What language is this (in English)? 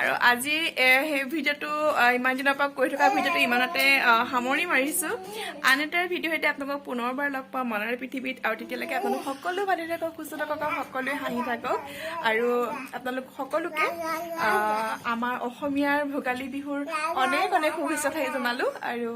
Assamese